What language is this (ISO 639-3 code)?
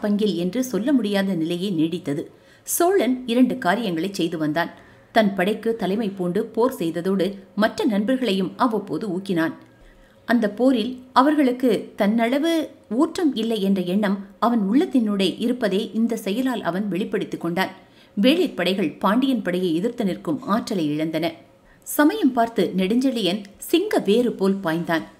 tam